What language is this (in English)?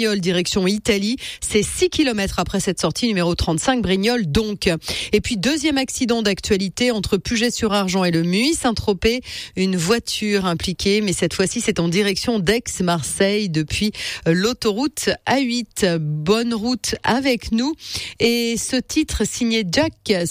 French